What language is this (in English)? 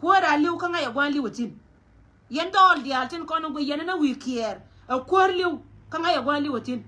Nuer